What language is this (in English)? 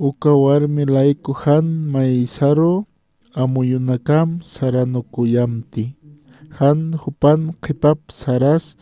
Aymara